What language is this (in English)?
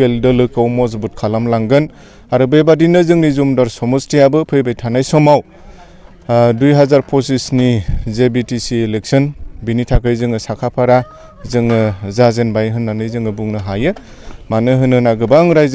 Bodo